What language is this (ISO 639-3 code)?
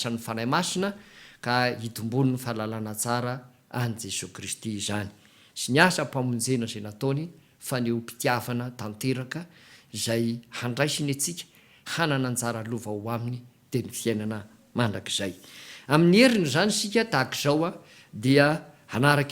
mlg